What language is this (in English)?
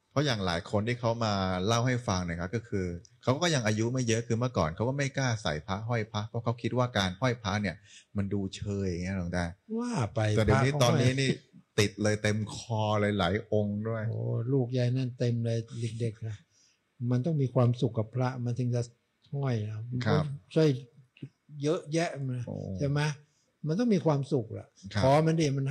Thai